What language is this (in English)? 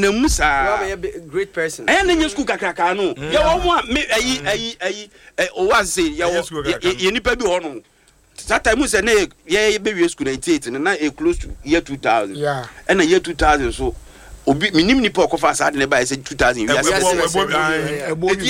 Akan